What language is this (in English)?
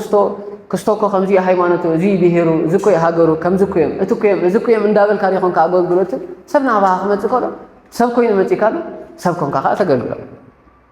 Tigrinya